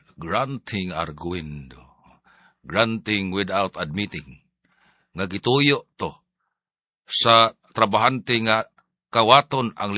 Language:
Cebuano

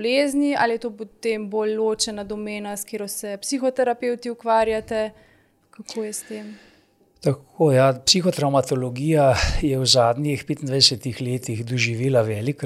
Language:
Slovenian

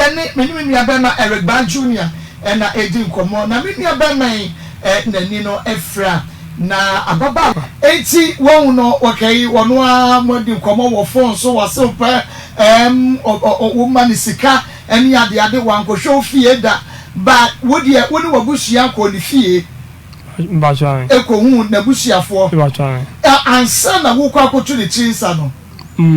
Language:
Akan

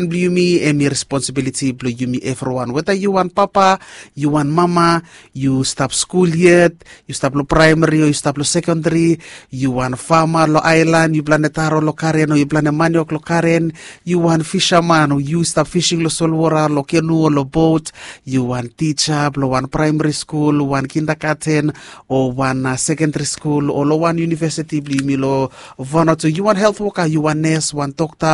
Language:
Bislama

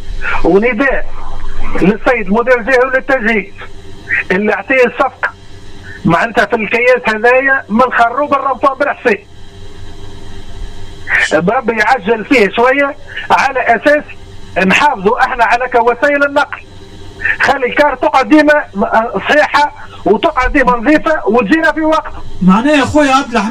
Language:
Tunisian Arabic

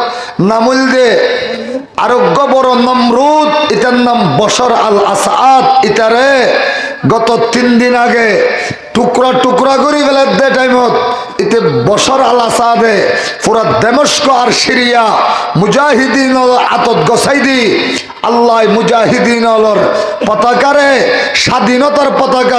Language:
Rohingya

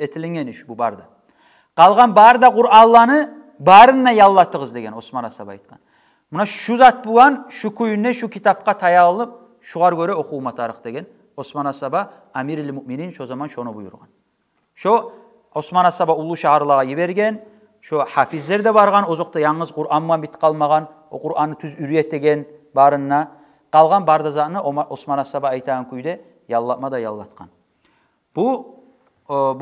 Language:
Kumyk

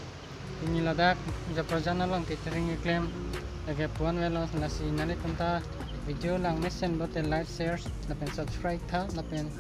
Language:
Karbi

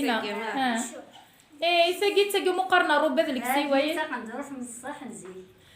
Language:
Kabyle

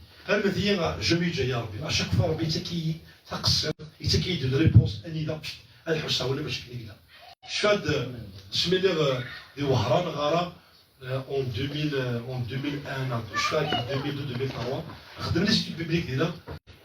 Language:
Kabyle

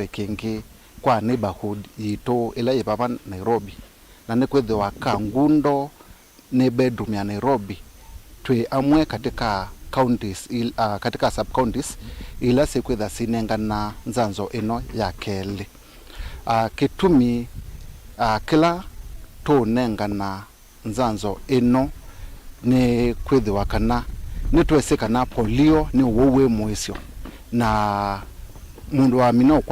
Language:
Kamba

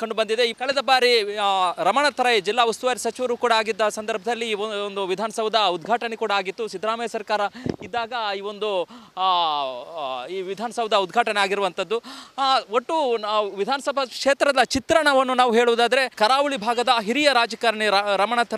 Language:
Kannada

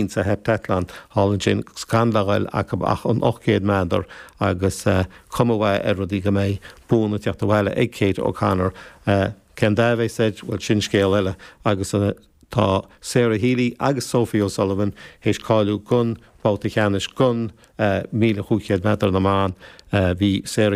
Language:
Irish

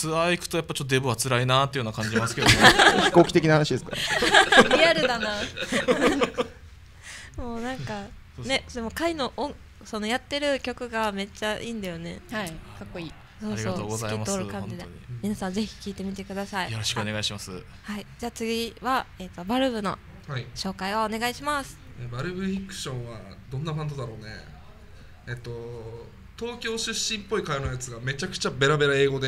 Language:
Japanese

